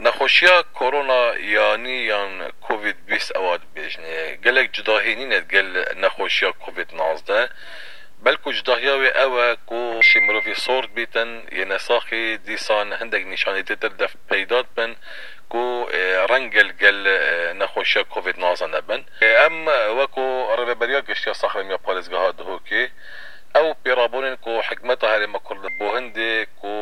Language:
Kurdish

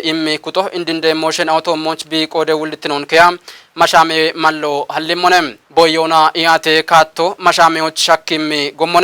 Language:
Kafa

